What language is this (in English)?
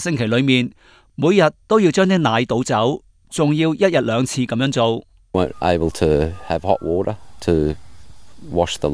Cantonese